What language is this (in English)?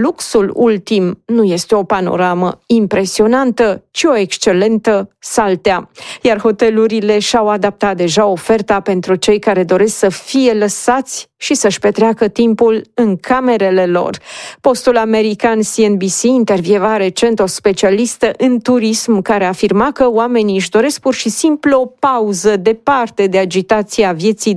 Romanian